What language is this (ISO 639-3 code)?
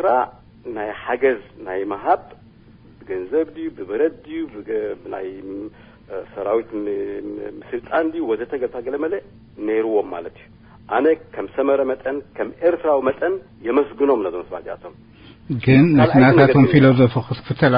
tir